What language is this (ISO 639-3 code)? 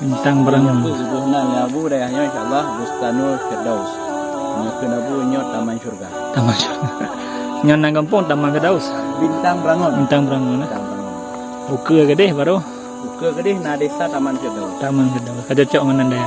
ace